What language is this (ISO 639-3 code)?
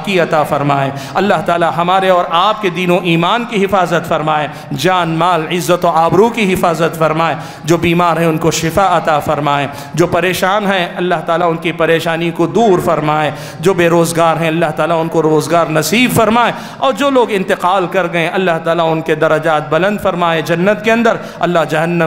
urd